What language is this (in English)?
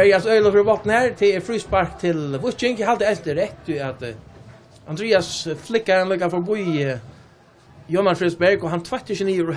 Faroese